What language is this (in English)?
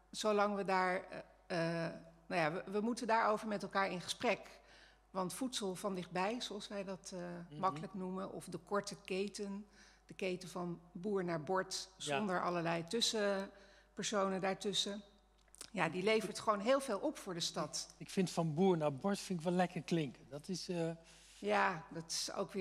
Dutch